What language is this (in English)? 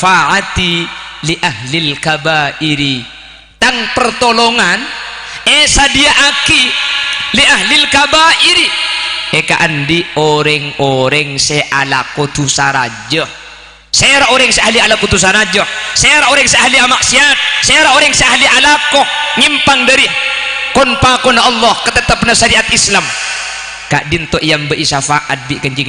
Madurese